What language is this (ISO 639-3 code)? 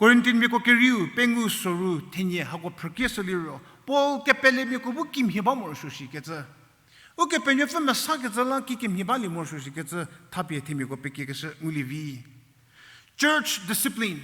njm